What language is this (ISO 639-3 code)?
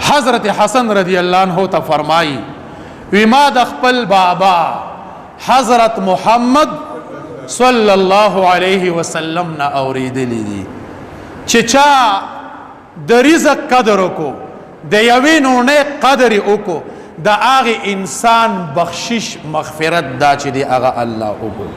pus